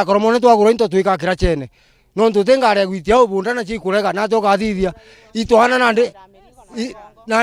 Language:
Meru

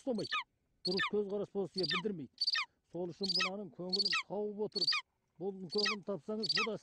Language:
Kazakh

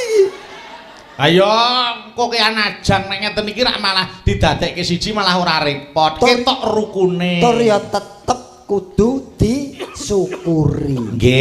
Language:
Javanese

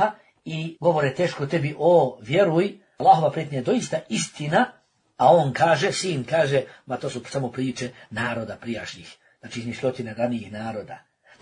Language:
Bosnian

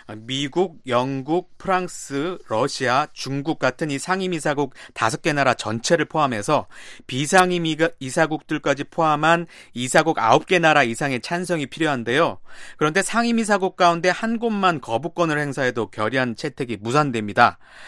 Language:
Korean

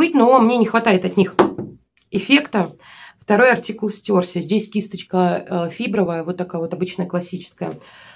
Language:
Russian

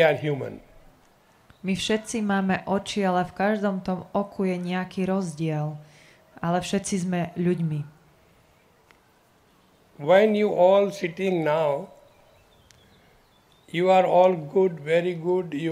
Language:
Slovak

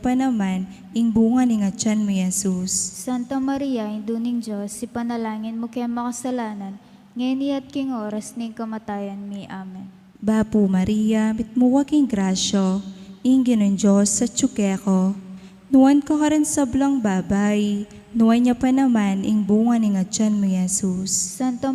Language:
Pampanga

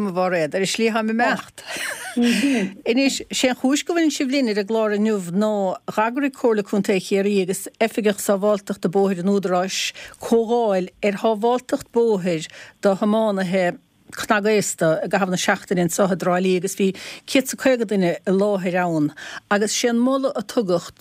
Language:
Irish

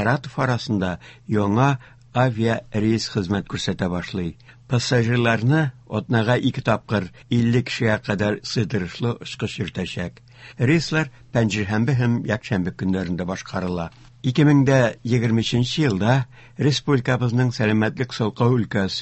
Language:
Tatar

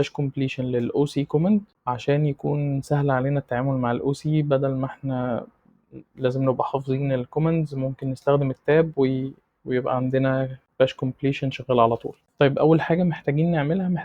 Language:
Egyptian Arabic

